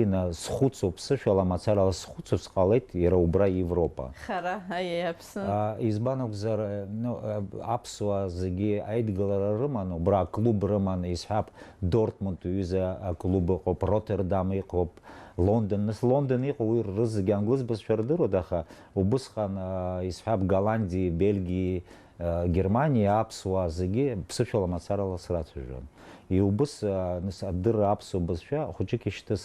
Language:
Abkhazian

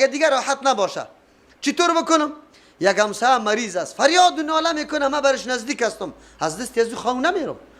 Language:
Persian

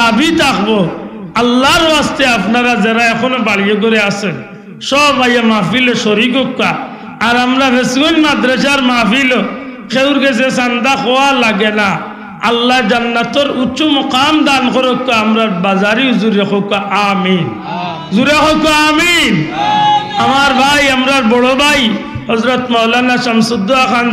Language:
Sylheti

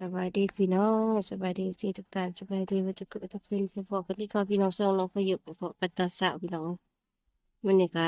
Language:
Northeastern Thai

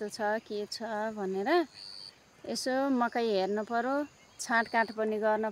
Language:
Nepali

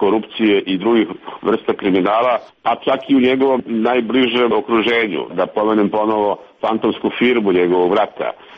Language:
Serbian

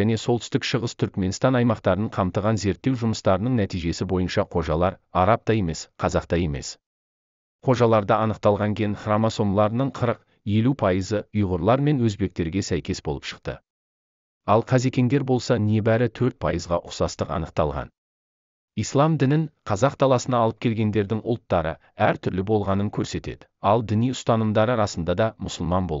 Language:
Kazakh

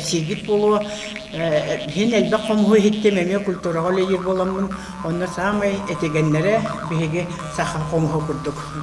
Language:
Yakut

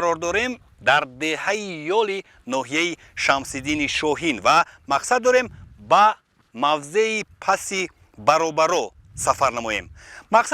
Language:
Tajik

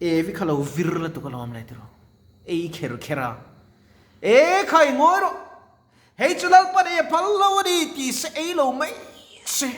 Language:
Mizo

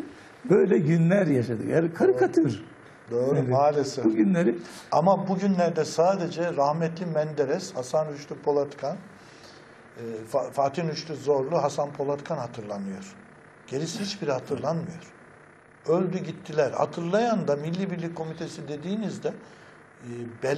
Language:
Turkish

